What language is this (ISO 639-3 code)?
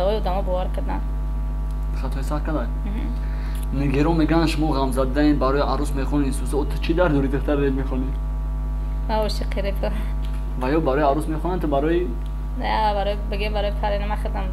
tgk